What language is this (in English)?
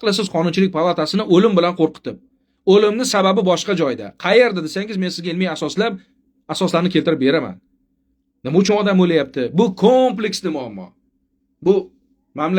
Uzbek